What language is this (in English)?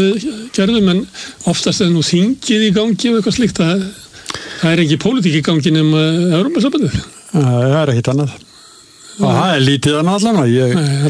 Icelandic